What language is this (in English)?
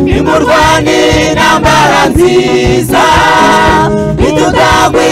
Kinyarwanda